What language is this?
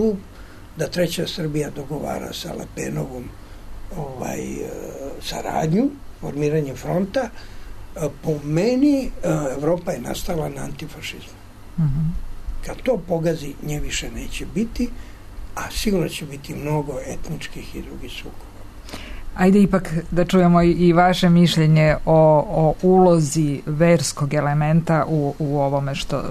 Serbian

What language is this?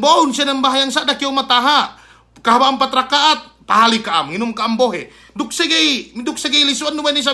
Yakan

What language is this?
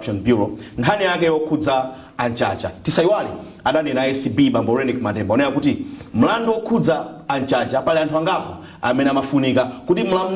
Nyanja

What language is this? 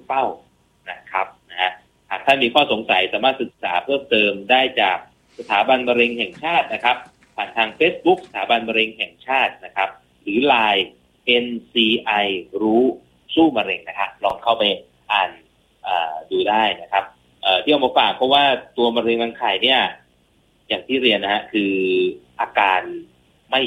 Thai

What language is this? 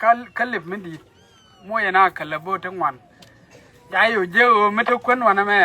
Nuer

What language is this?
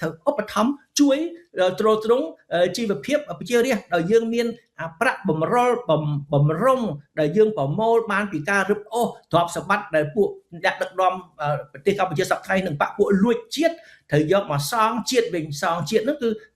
Khmer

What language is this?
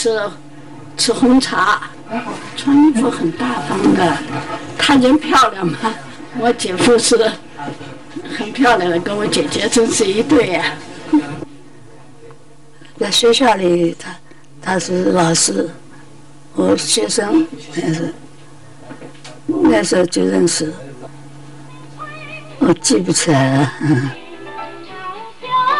Chinese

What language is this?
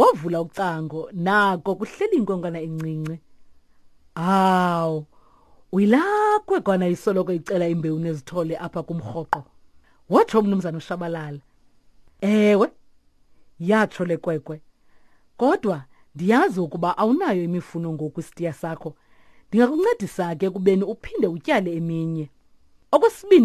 Xhosa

